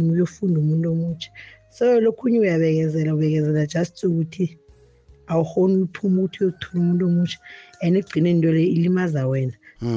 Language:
South Ndebele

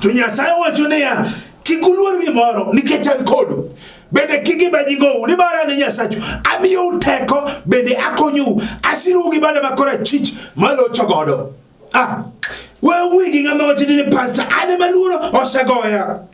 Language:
Luo (Kenya and Tanzania)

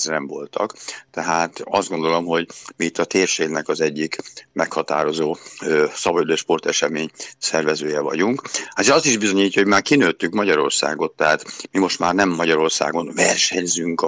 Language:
Hungarian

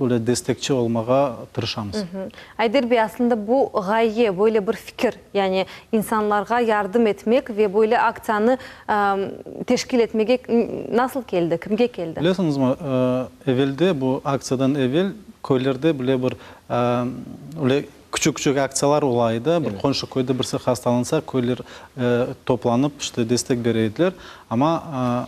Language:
Crimean Tatar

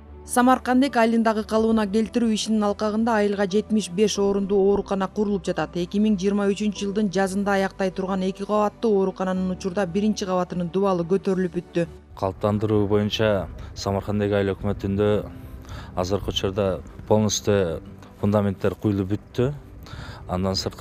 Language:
Kyrgyz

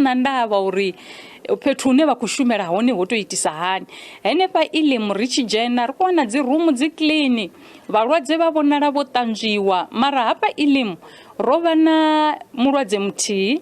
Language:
Venda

